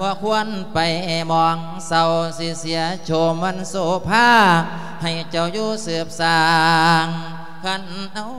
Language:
Lao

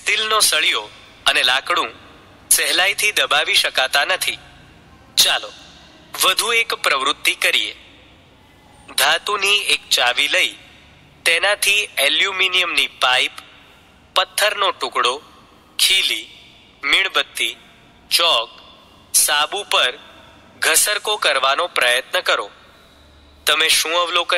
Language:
Gujarati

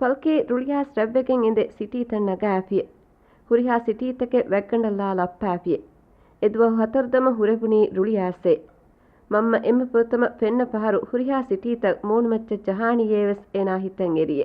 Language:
Divehi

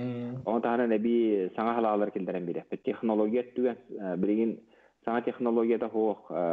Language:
Yakut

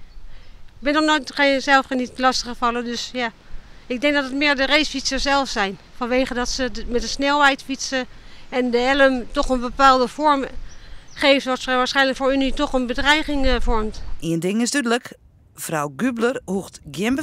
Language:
Western Frisian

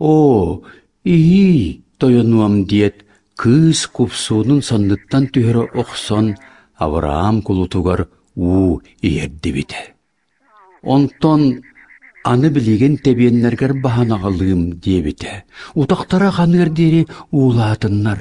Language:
Yakut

